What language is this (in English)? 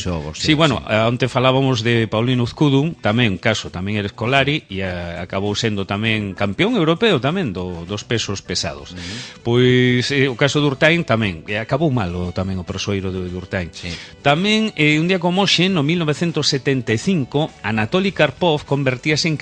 Galician